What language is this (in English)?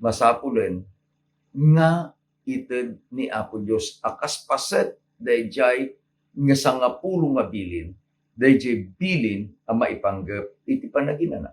Iloko